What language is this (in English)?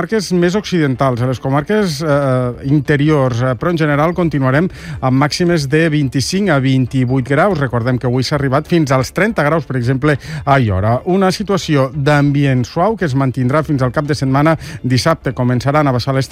Catalan